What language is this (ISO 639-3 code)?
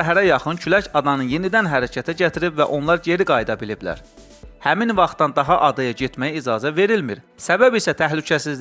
aze